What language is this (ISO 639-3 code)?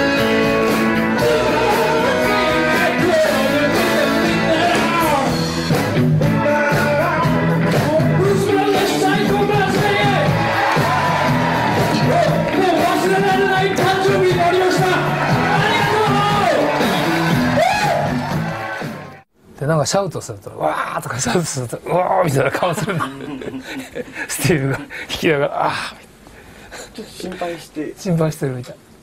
jpn